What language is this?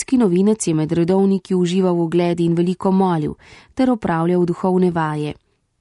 Slovenian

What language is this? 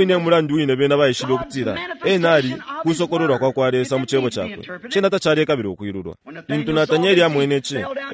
Bemba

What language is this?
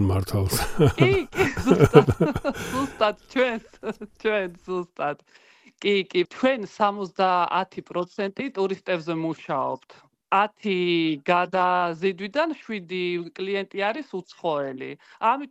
Georgian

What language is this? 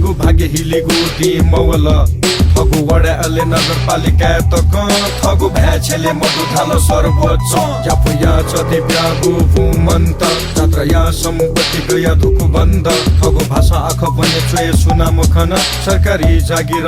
Newari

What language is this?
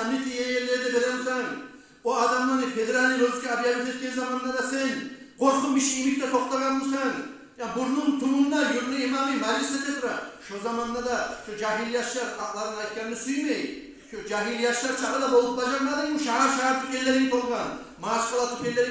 Kumyk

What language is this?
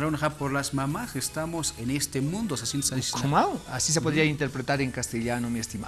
Aymara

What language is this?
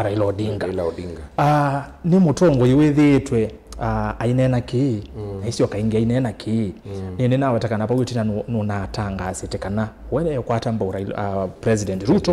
Kamba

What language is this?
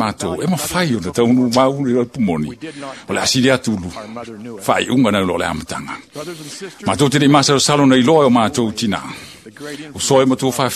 Samoan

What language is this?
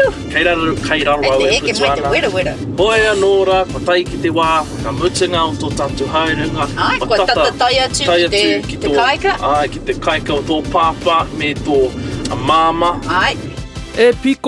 Māori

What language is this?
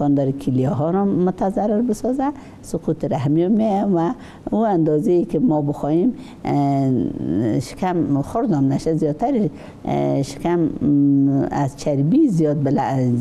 Persian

